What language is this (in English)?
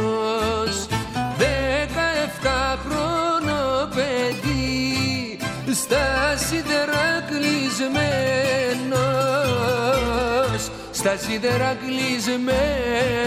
Greek